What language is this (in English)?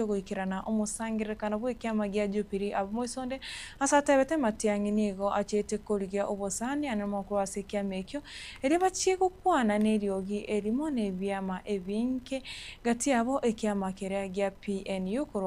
Gusii